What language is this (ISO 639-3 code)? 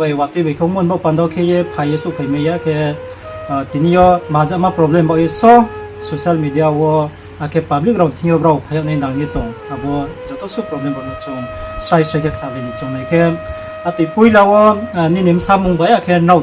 ria